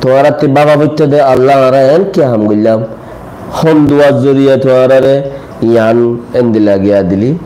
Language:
Rohingya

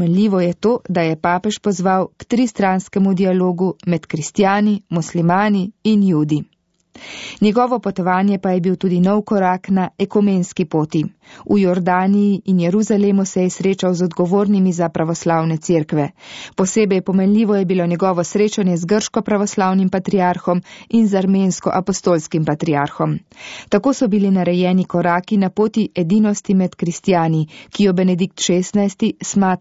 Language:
Slovenian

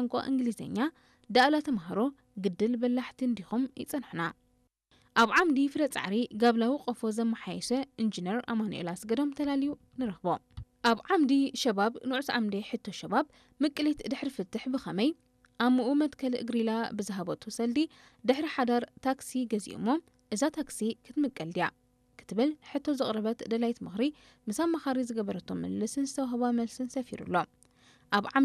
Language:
Tigrinya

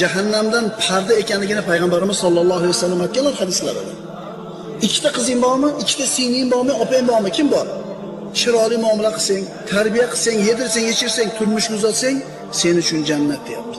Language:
Uzbek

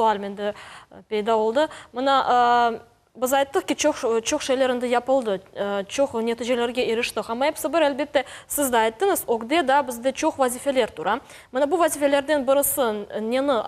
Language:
Crimean Tatar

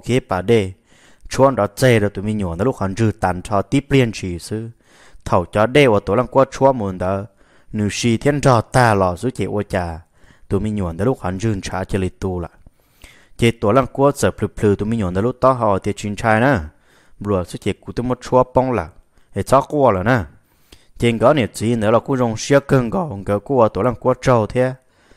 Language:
Vietnamese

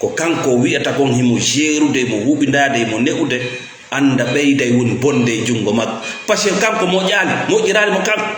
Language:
Fula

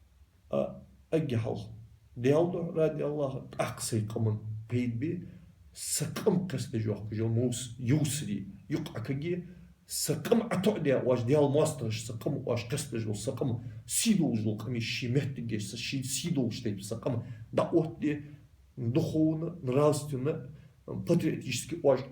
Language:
Ingush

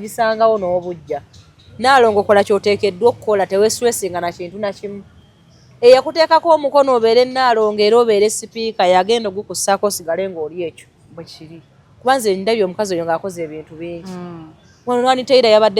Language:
Ganda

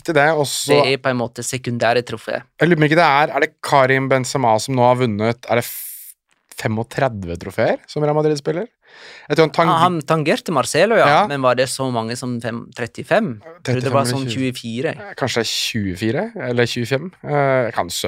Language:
Norwegian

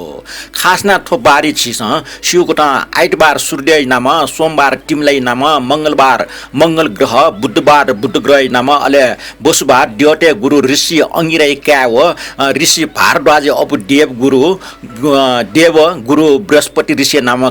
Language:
Newari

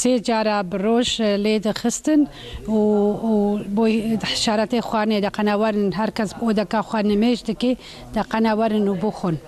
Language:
Kurdish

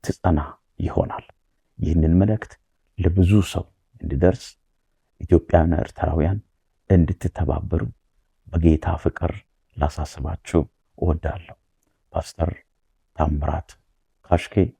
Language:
Amharic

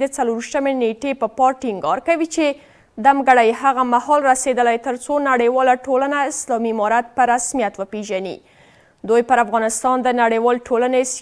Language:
Pashto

